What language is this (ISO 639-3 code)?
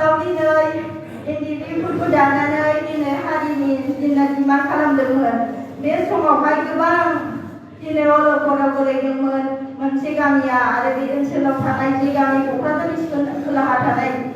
brx